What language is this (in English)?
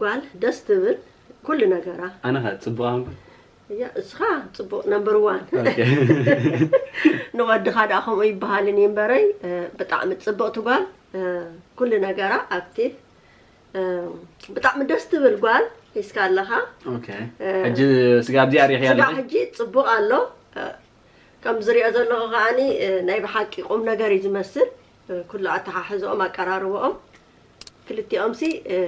Tigrinya